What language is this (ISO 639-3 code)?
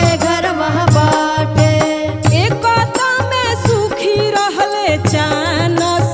bho